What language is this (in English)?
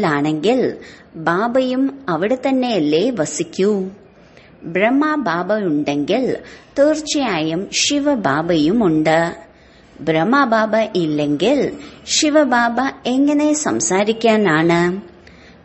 Malayalam